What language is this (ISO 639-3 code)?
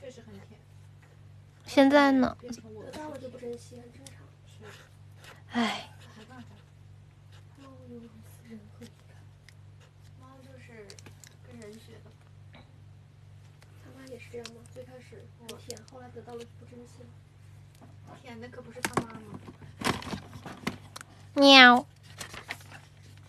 zho